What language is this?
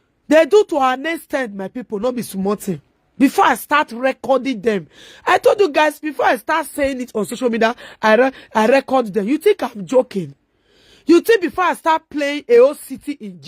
Nigerian Pidgin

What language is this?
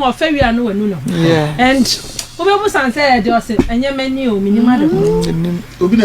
Akan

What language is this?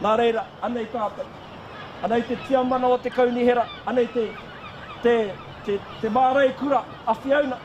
Māori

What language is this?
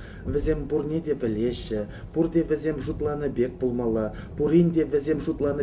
Chuvash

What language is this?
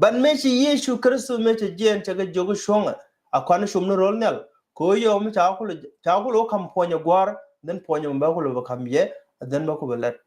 Nuer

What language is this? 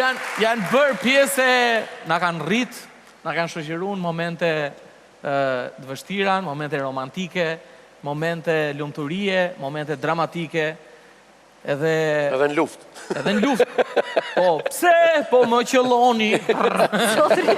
Albanian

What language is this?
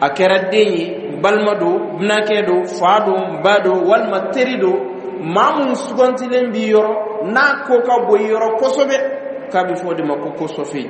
Dyula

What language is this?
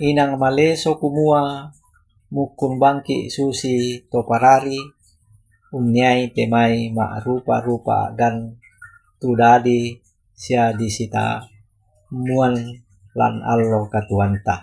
Toraja-Sa'dan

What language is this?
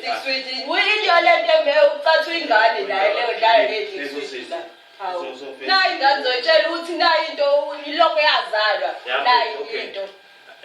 Zulu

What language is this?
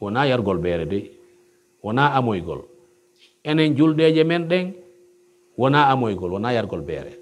Pular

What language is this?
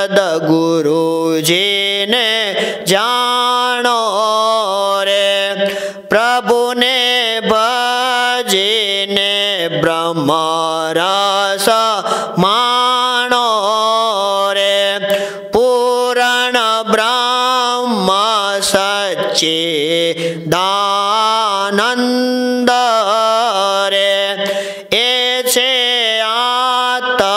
Gujarati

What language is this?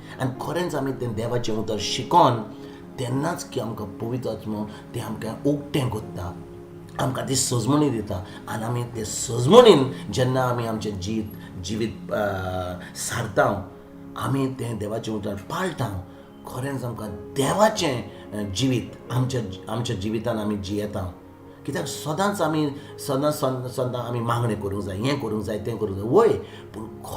Konkani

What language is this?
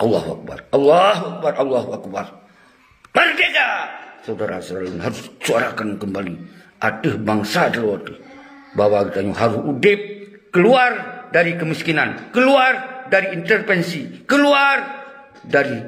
Achinese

